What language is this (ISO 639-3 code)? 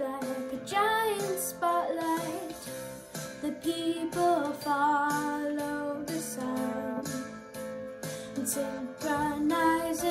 eng